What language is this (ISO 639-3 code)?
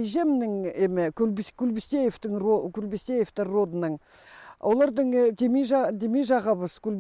kjh